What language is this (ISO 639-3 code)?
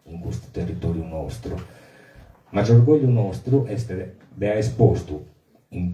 srd